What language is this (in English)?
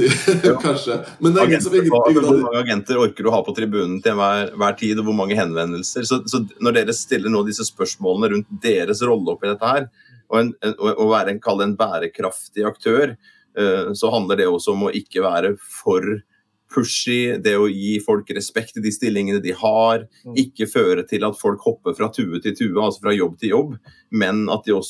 Norwegian